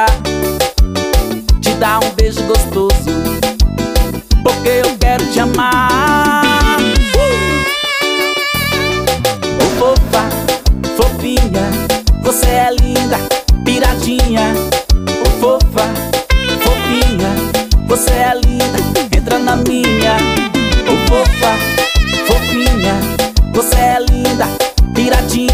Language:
Portuguese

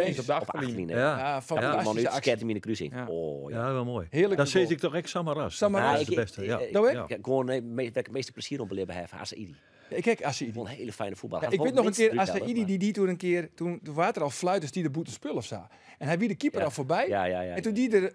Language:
Western Frisian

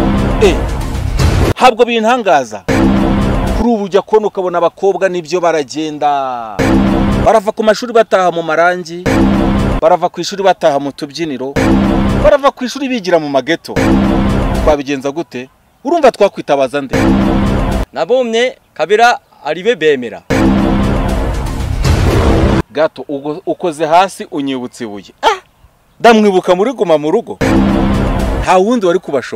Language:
Kinyarwanda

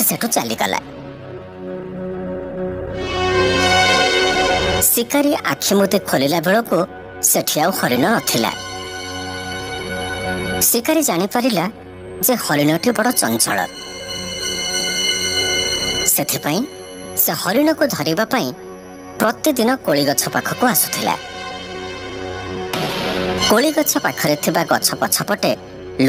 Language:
Odia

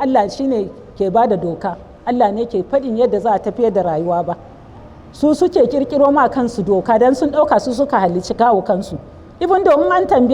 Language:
Hausa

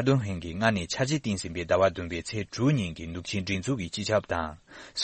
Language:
Tibetan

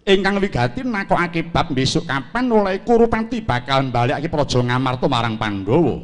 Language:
Javanese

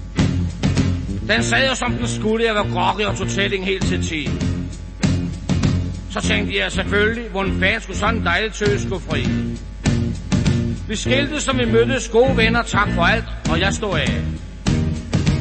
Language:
Danish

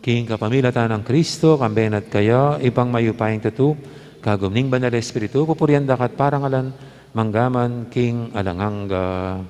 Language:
Pampanga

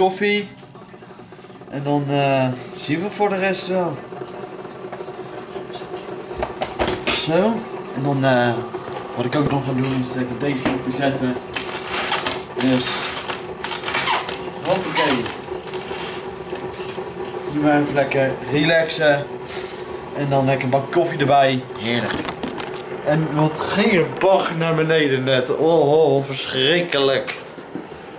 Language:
Dutch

